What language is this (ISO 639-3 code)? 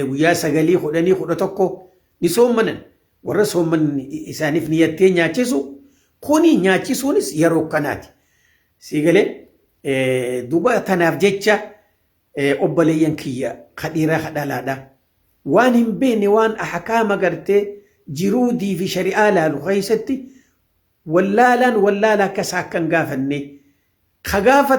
orm